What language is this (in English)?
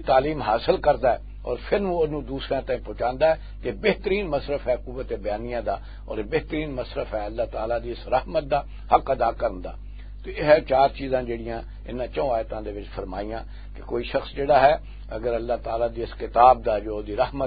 Western Panjabi